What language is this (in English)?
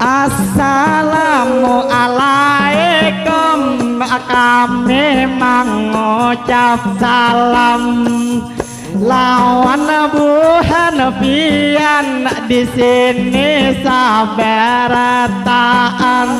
Banjar